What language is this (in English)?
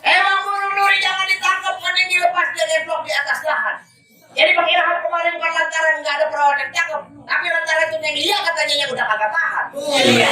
Betawi